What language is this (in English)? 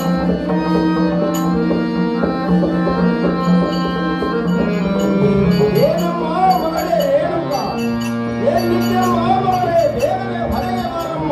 Kannada